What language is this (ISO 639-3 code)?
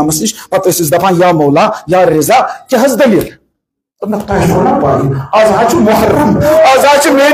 kas